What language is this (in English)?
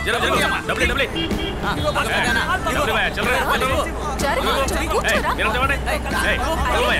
Telugu